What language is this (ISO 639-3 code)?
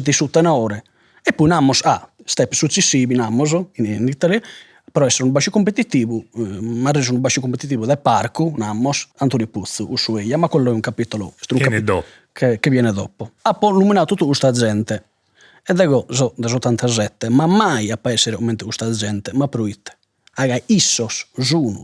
srd